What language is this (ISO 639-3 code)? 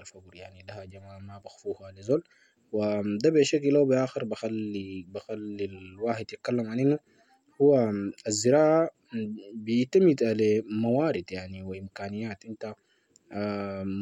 apd